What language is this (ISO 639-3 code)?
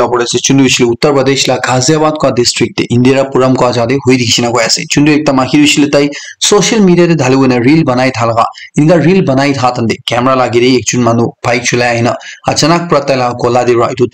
nag